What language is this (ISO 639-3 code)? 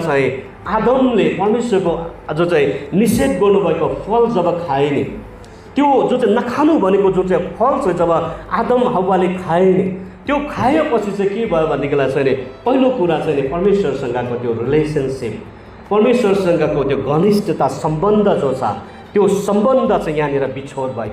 nep